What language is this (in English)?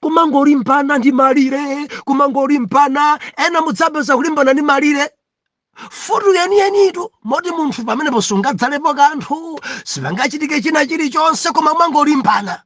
Nyanja